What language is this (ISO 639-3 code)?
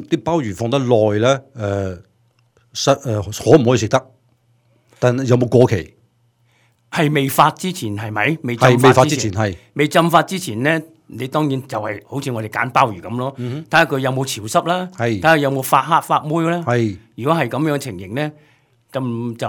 yue